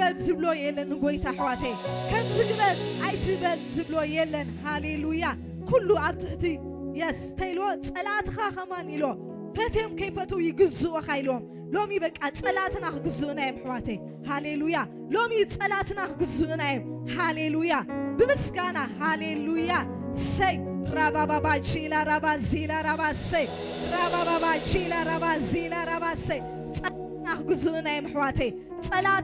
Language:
Tigrinya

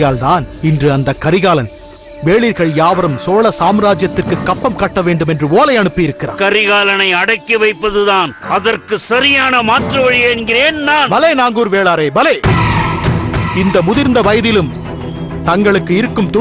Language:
Tamil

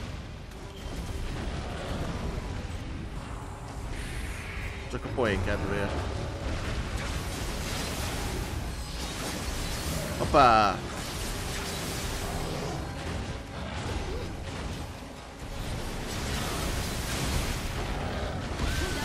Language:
Hungarian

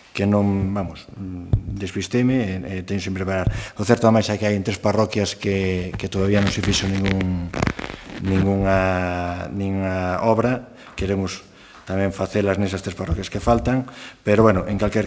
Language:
Galician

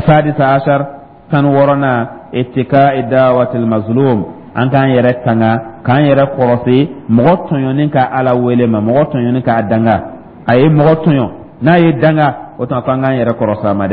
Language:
Dyula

